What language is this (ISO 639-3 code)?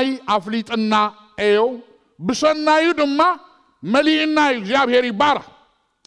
tir